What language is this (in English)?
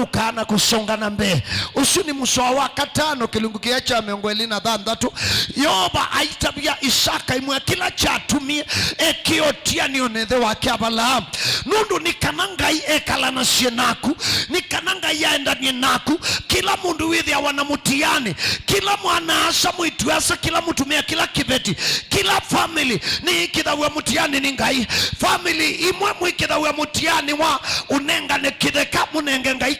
Kamba